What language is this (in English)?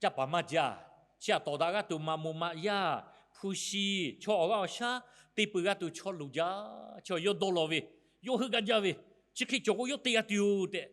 Lahu